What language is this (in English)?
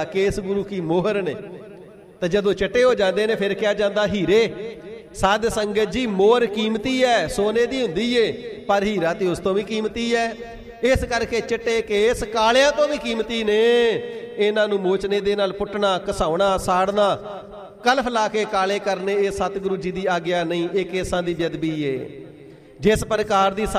Punjabi